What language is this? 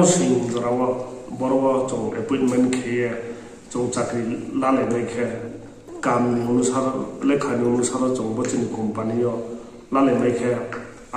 Riang (India)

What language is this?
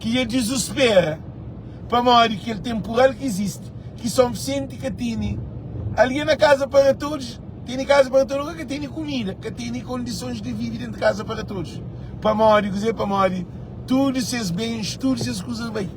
Kabuverdianu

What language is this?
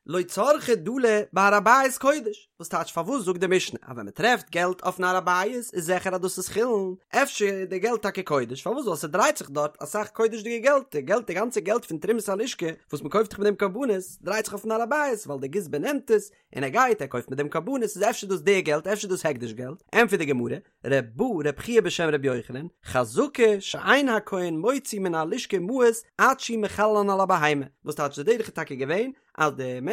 Yiddish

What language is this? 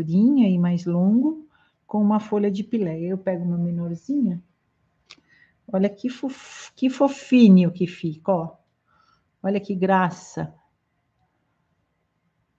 Portuguese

